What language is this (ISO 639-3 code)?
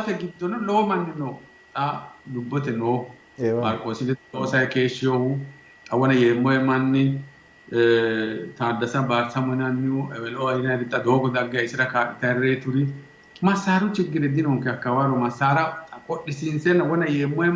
sid